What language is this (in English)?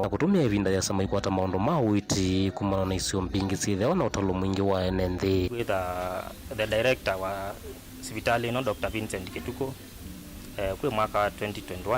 Kamba